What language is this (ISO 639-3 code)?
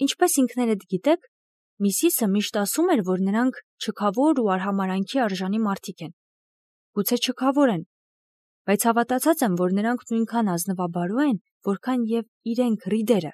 hye